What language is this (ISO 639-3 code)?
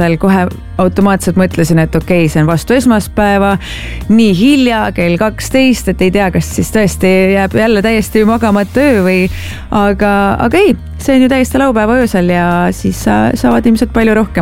est